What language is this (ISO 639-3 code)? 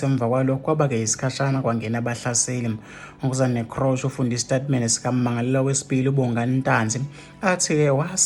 zul